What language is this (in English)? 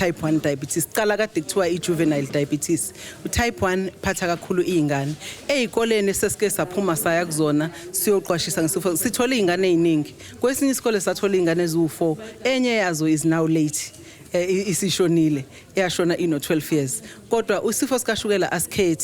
Zulu